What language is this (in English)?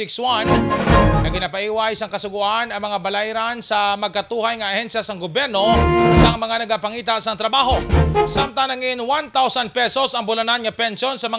Hiligaynon